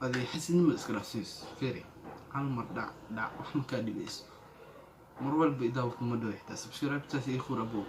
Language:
Somali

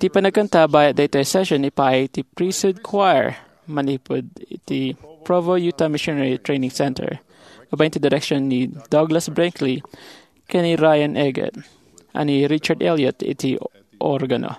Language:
Iloko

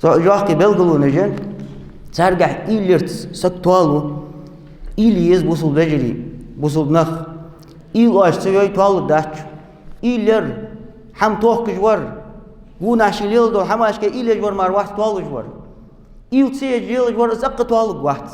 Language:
Ingush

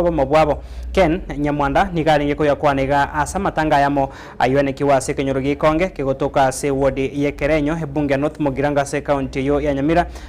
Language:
Gusii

